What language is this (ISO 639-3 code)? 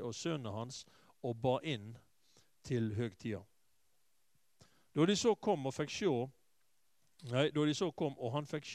nor